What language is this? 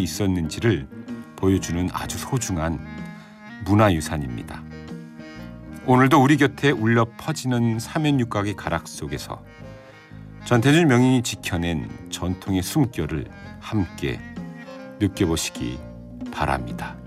Korean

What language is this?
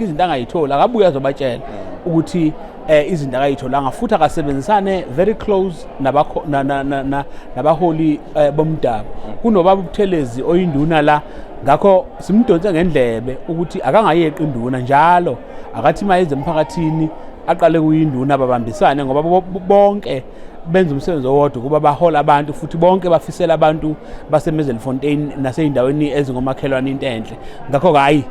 Zulu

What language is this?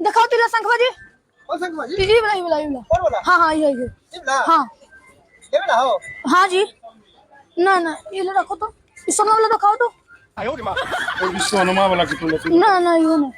Magahi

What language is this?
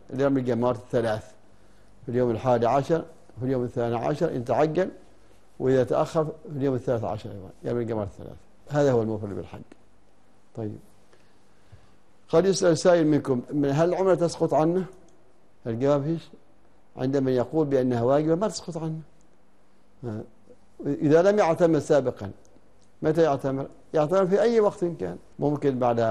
Arabic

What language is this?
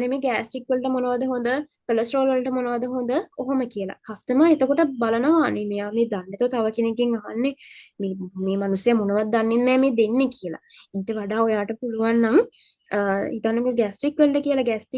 Sinhala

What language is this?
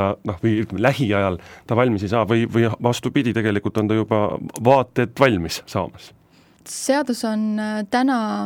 Estonian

